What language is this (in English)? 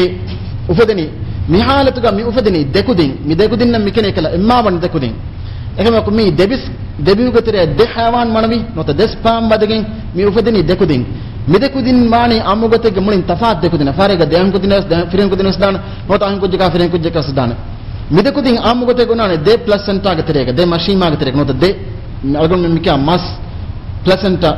Divehi